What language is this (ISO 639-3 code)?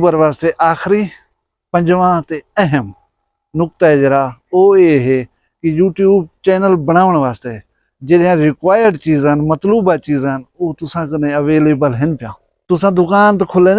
skr